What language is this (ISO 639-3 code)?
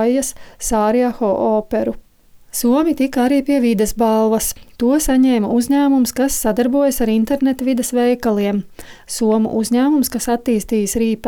lav